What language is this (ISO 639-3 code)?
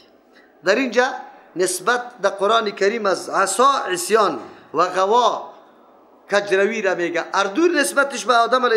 fas